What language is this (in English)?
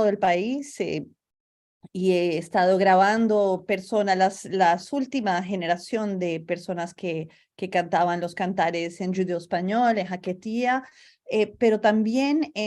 Ladino